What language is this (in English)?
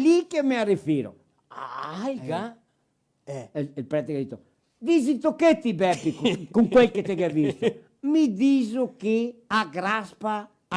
Venetian